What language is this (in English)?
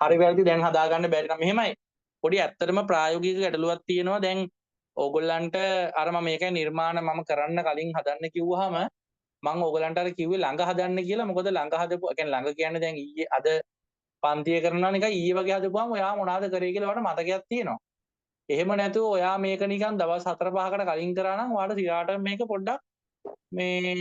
Sinhala